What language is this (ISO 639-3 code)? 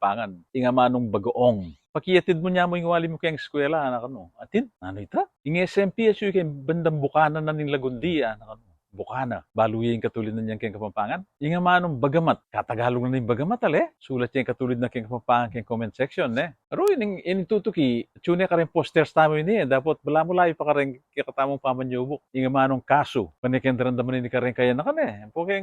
pam